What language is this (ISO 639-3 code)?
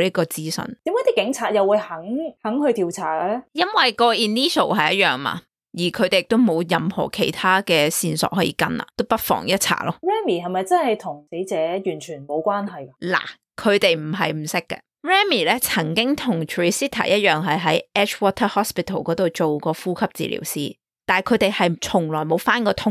yue